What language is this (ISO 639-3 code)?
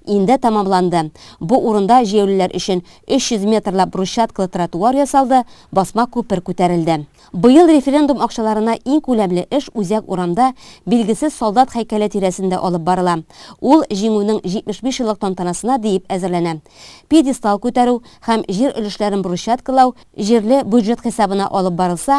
tat